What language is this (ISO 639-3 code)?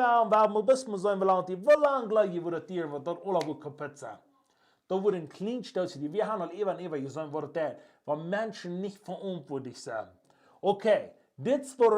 pdt